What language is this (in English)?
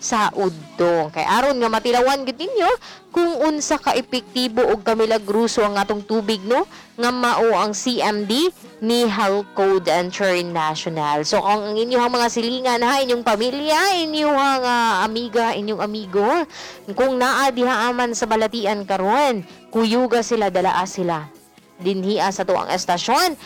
Cebuano